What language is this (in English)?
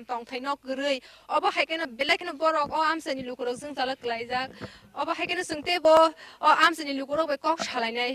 Kok Borok